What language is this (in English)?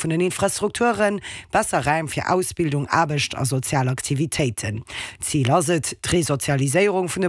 Luxembourgish